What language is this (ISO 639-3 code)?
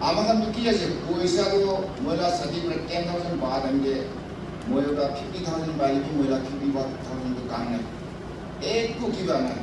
nag